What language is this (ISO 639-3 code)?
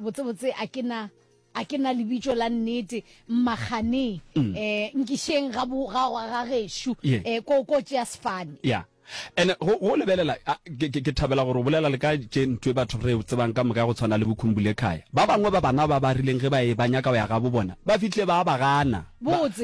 nso